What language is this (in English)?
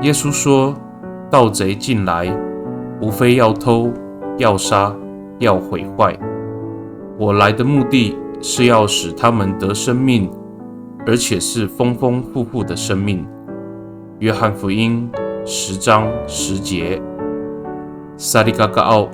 Amis